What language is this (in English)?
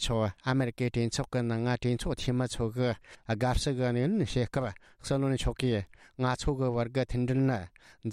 Tibetan